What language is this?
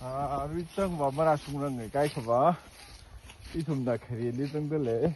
Tangkhul Naga (India)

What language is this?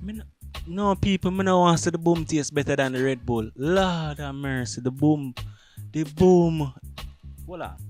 Jamaican Creole English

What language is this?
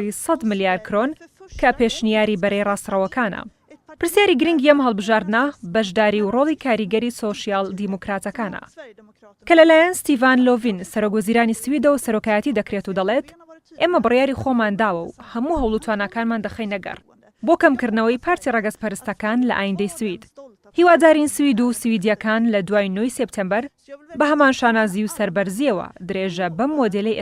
Central Kurdish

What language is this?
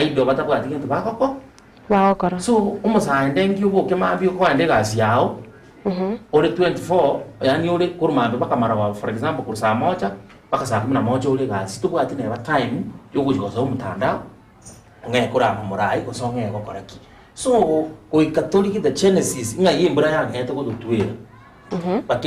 Gusii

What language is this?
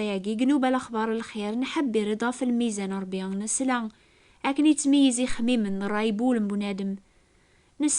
Kabyle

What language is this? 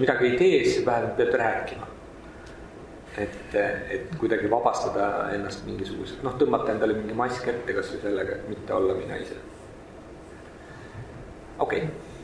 Estonian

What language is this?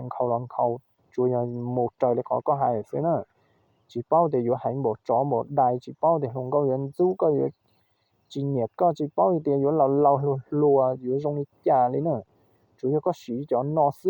Hmong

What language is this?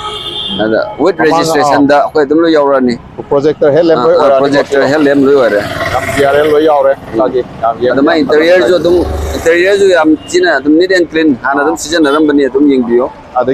Manipuri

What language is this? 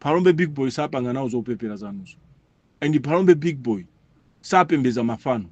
Nyanja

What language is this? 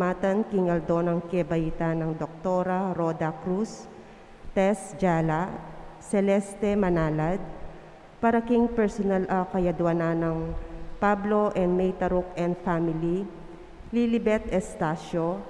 Pampanga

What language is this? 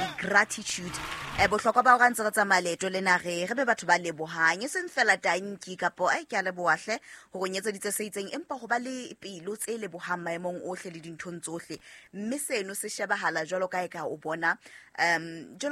Southern Sotho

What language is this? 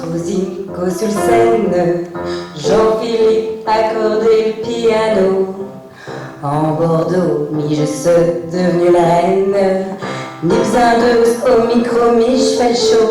Picard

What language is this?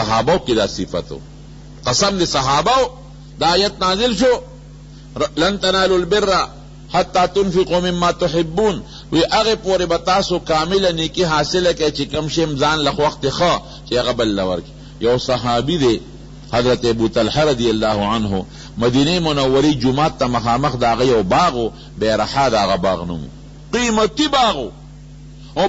Pashto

